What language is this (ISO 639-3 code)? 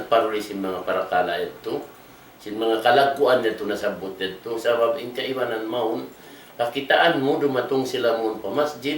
tsg